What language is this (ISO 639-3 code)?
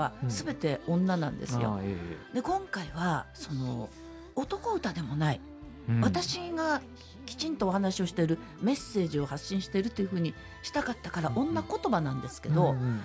jpn